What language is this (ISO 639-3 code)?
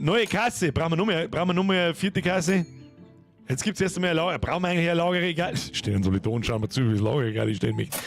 bar